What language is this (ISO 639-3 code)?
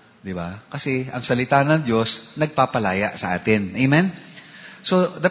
fil